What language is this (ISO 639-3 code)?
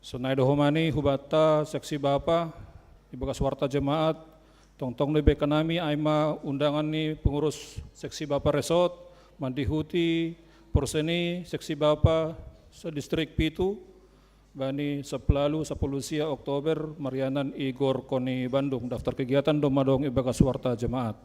bts